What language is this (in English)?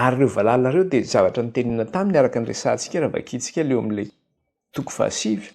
Malagasy